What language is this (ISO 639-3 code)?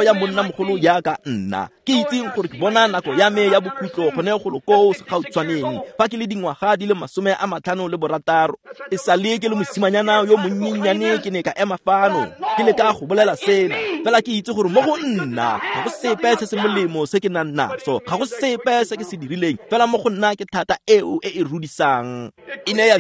tsn